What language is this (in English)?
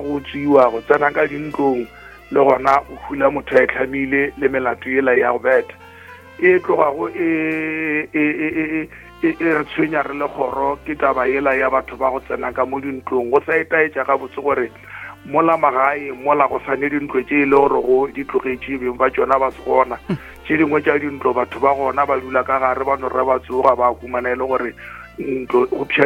Northern Sotho